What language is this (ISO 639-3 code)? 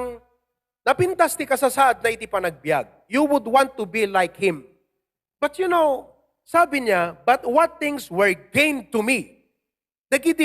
ilo